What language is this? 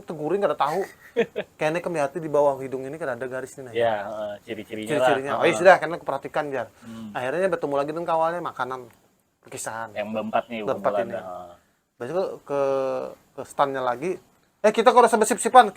Banjar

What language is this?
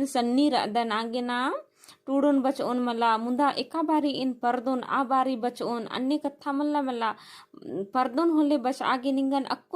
Kurukh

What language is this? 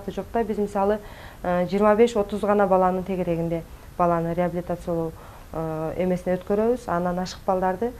Kyrgyz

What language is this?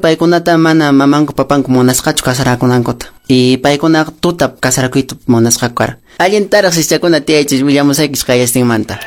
Quechua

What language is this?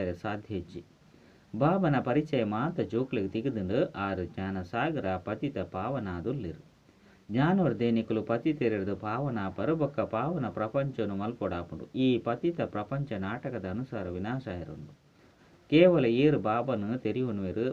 Tulu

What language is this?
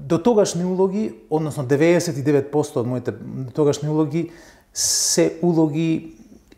Macedonian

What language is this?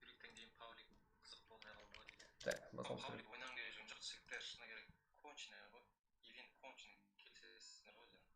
Kara-Kalpak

